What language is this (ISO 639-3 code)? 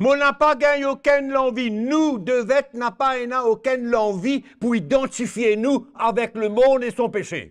mfe